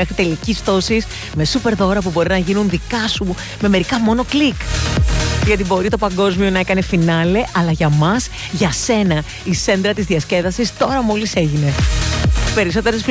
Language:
Greek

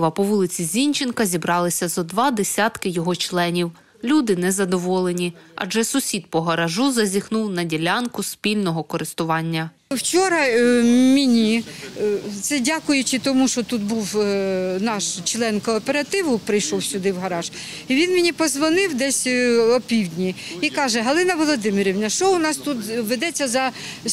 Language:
Ukrainian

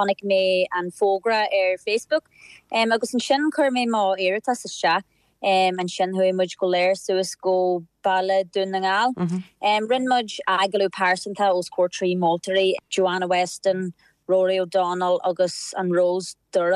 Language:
Irish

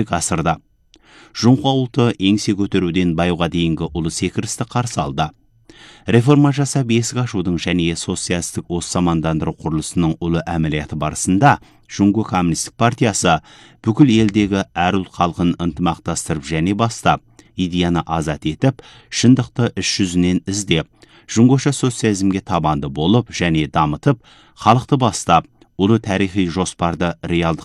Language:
Kazakh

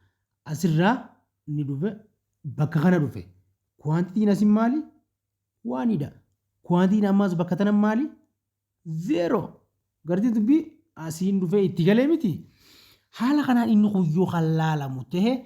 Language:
Oromo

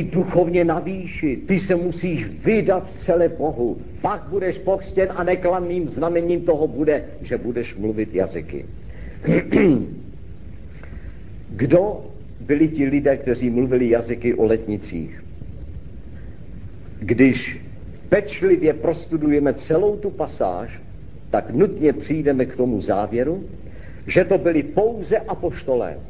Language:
Czech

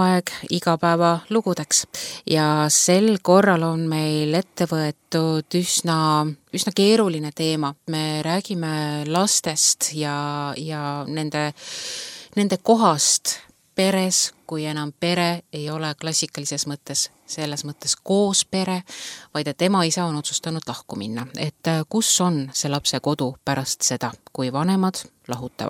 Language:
Estonian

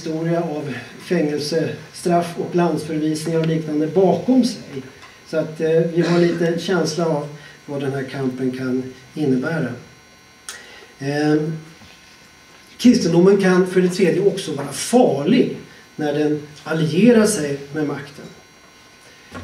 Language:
Swedish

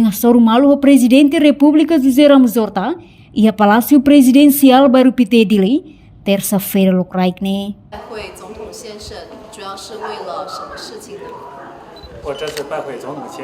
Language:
Tetum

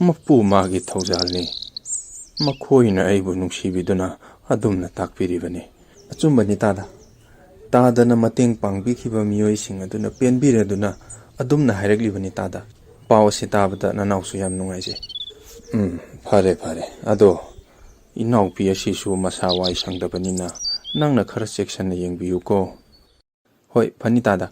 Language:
Manipuri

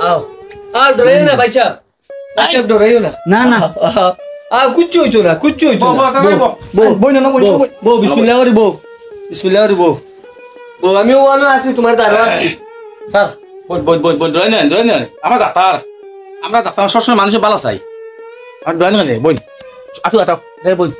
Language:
Sylheti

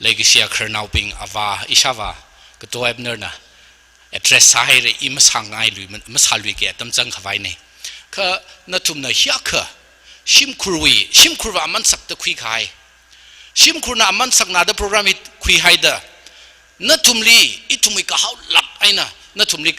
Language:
Tangkhul Naga (India)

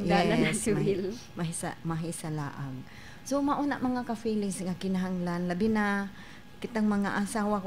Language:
Cebuano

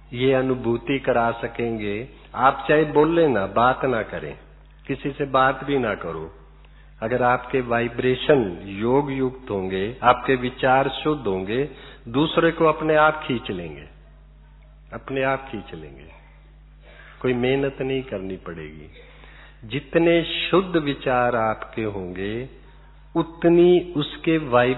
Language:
Hindi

